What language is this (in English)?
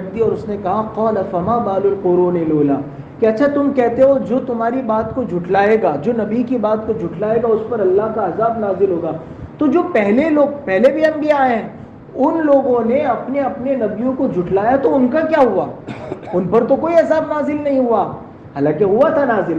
Urdu